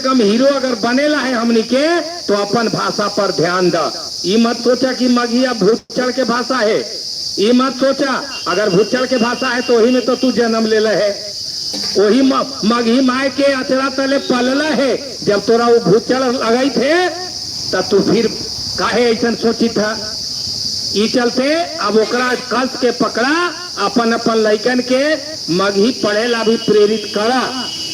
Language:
Magahi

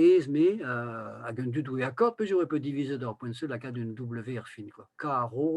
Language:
Breton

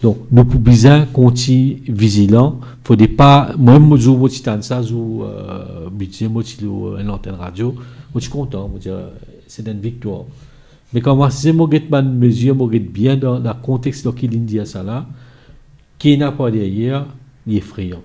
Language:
Morisyen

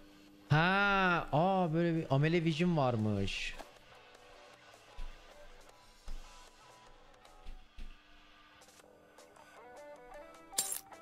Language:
Turkish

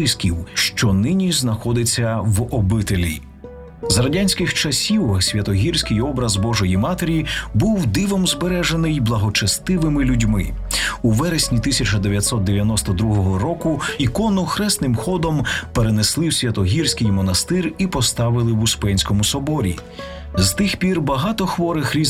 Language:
Ukrainian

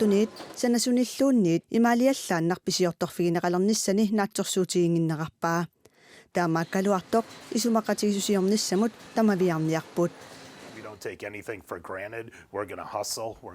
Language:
Kalaallisut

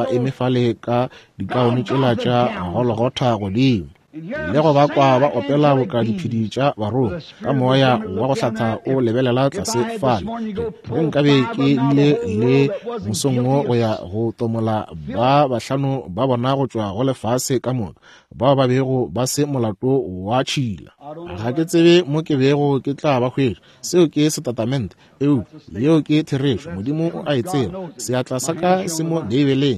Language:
Northern Sotho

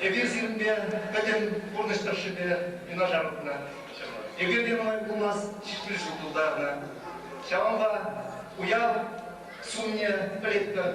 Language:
Chuvash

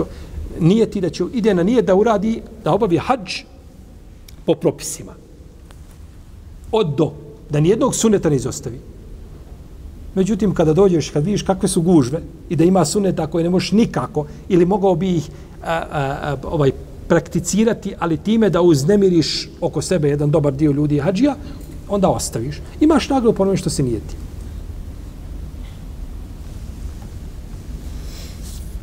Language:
Bosnian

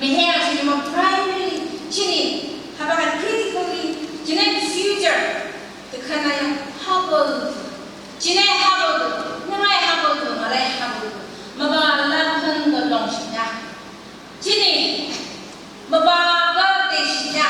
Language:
Phom Naga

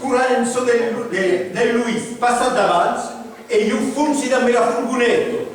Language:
Occitan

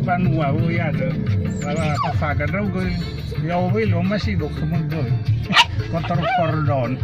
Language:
Nias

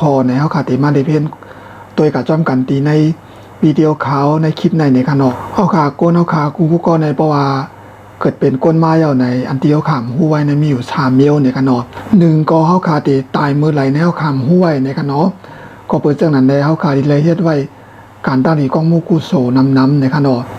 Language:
Shan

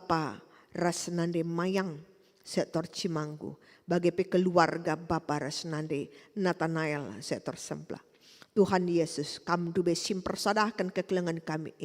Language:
Batak Karo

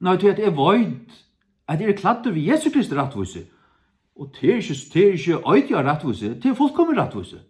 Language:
Faroese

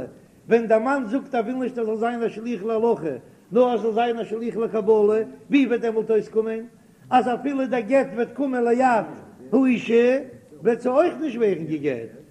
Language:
Yiddish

